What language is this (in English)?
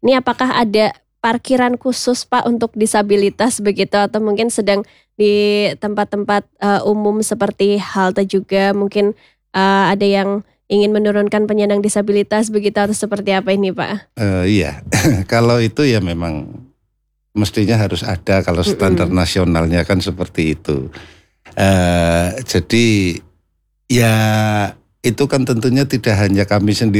Indonesian